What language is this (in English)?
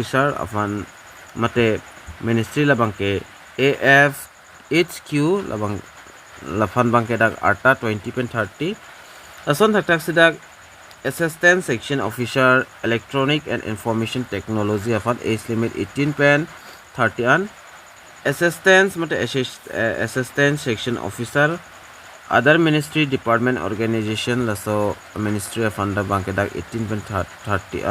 Karbi